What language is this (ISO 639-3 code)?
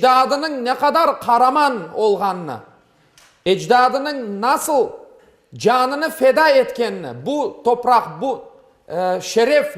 crh